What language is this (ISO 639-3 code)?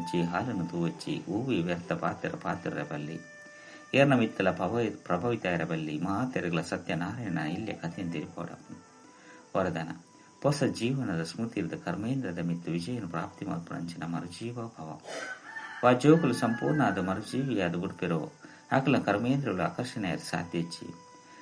tcy